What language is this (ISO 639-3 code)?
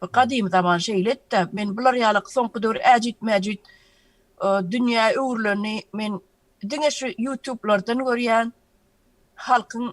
tuk